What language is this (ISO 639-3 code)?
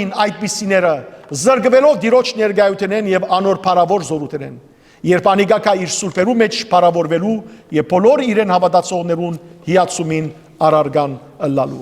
hyw